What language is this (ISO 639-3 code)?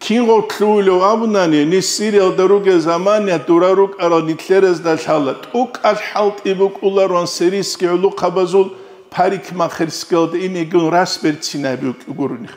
ava